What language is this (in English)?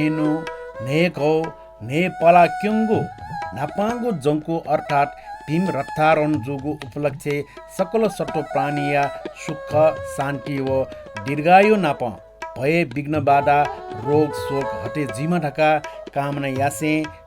Newari